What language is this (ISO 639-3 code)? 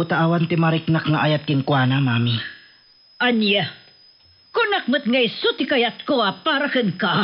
ilo